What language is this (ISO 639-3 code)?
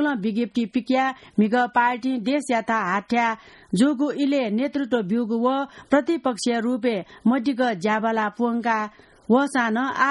new